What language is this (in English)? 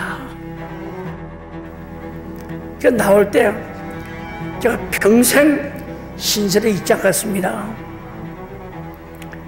Korean